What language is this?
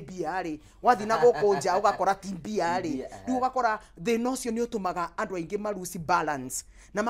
Kikuyu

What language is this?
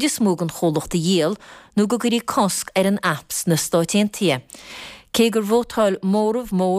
Irish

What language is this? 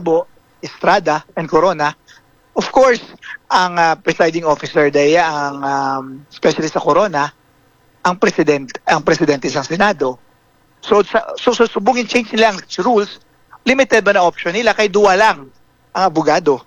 Hiligaynon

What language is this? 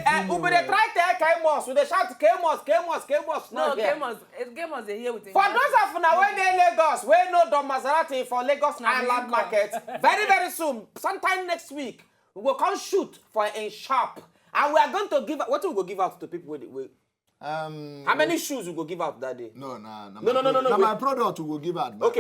Nigerian Pidgin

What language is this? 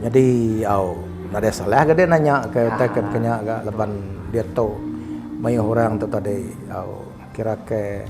Iban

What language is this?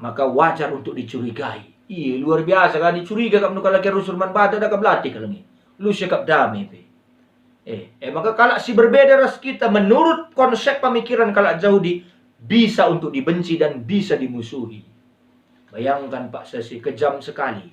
Batak Karo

